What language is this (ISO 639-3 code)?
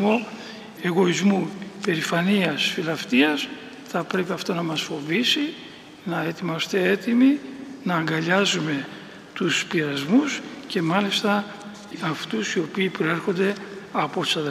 ell